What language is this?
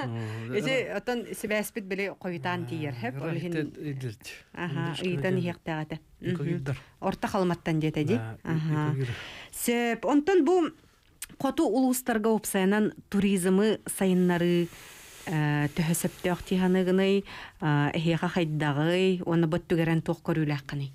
Yakut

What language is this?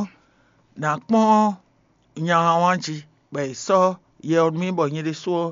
Fon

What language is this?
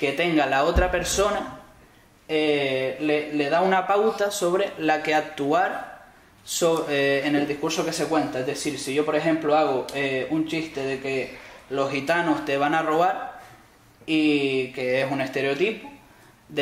Spanish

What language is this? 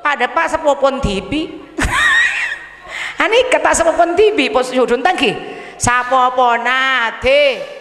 Madurese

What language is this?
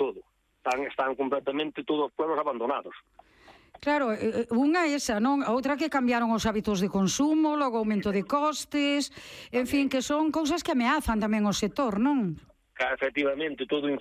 Galician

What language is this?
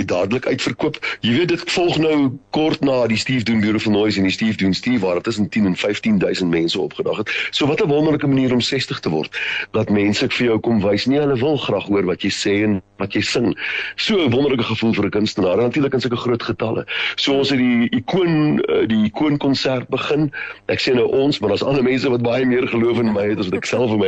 Afrikaans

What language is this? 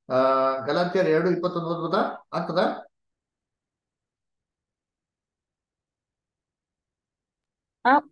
Kannada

